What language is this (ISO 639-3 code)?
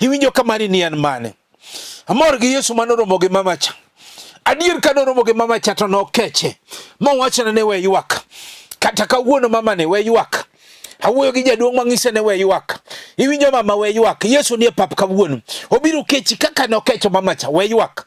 luo